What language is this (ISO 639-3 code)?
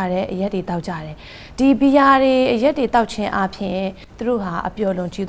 mya